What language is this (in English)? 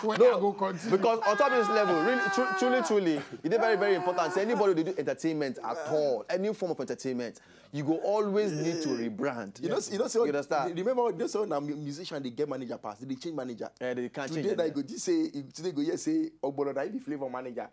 Nigerian Pidgin